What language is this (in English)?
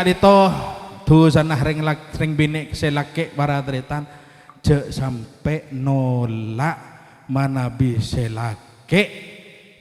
Madurese